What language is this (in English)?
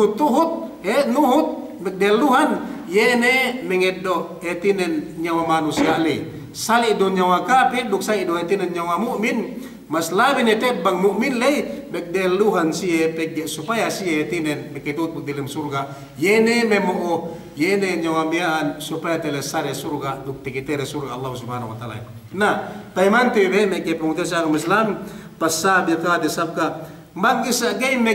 Yakan